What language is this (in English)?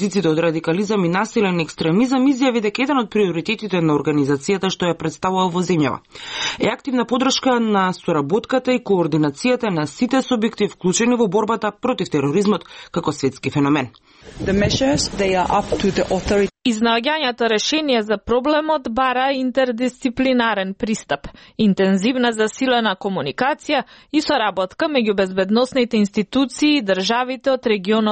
Macedonian